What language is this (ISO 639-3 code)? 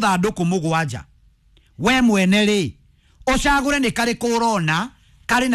kik